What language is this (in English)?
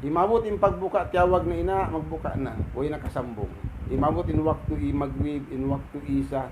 Tausug